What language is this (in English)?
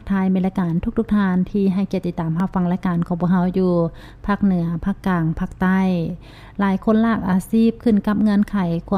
Lao